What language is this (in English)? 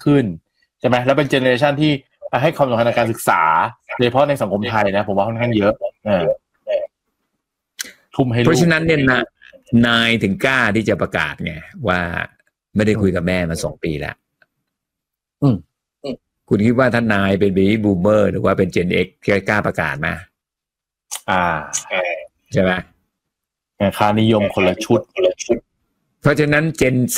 Thai